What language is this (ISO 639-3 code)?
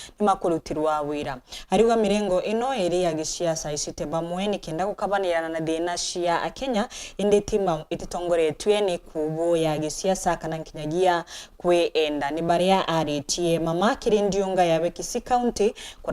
mer